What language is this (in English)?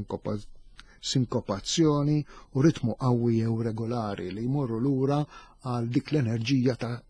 Maltese